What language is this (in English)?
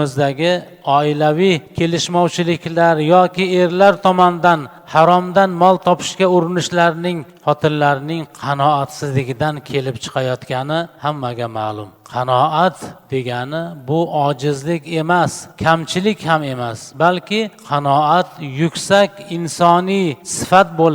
Uzbek